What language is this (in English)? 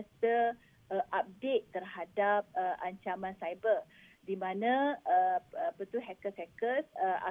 Malay